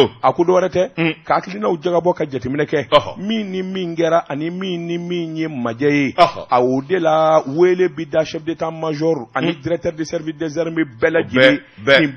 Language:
Bambara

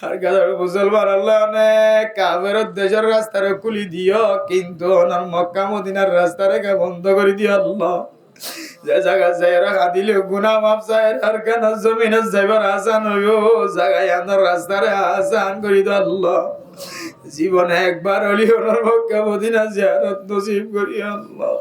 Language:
Rohingya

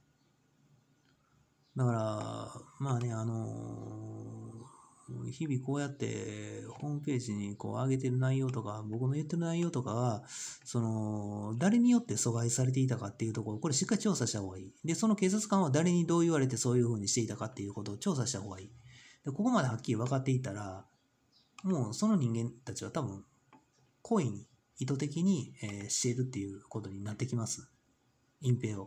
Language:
Japanese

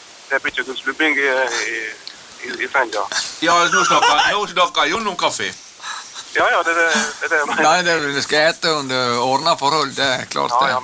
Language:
Norwegian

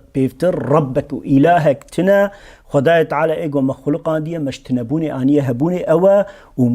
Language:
Kurdish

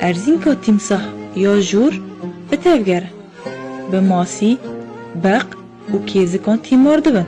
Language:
Kurdish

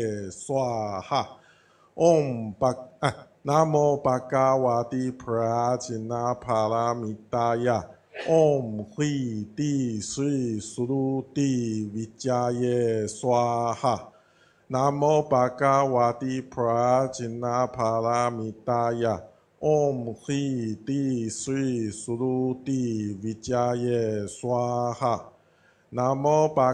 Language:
Chinese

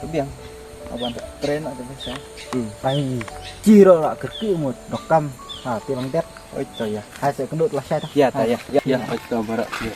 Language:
Khasi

